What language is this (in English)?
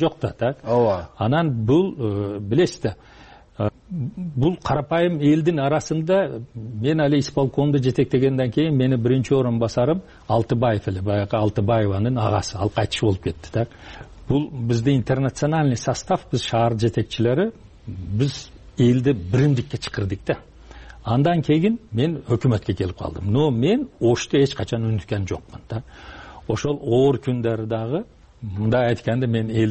Kyrgyz